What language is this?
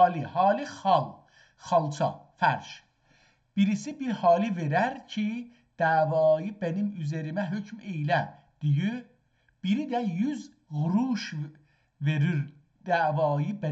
South Azerbaijani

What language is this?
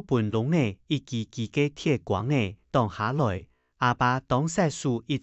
Hakka Chinese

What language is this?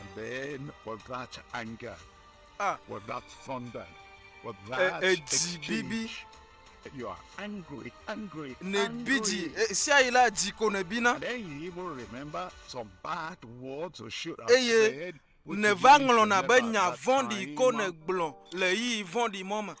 Ewe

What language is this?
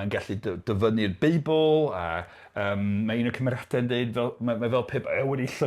Welsh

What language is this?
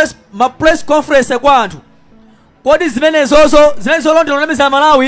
Nyanja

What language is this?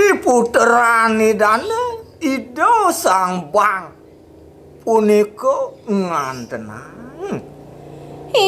Balinese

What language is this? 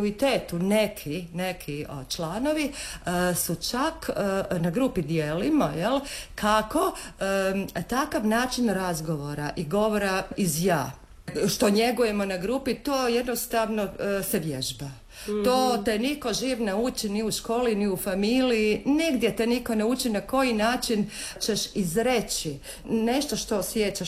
Croatian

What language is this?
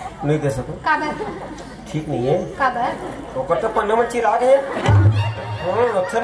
Chhattisgarhi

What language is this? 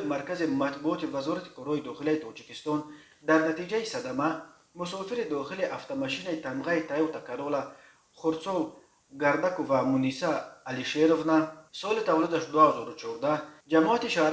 Tajik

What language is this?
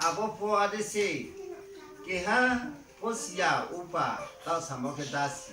Riang (India)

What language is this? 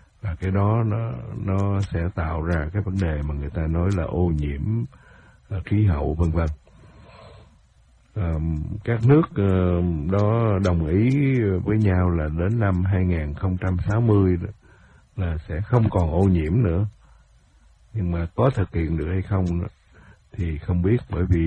Vietnamese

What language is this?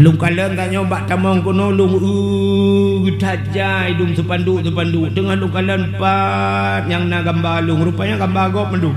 Achinese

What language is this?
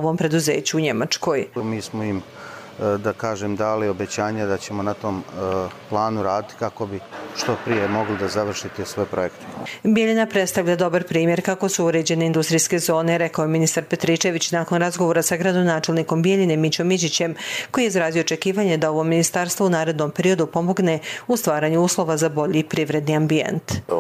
Croatian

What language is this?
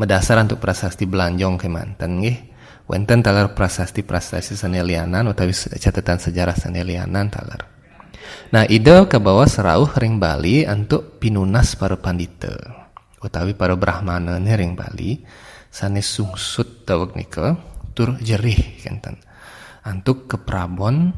Balinese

